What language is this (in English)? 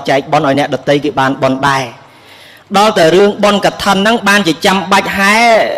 Khmer